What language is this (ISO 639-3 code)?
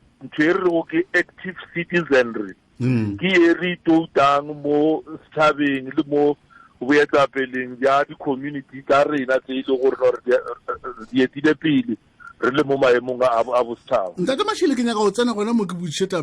nso